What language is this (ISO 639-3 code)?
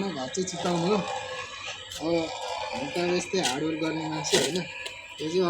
nep